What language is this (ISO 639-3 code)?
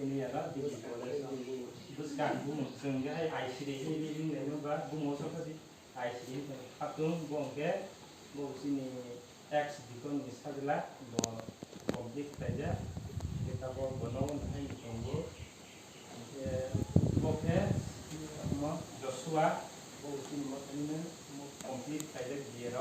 trp